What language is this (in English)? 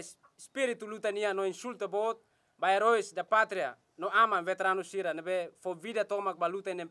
Tetum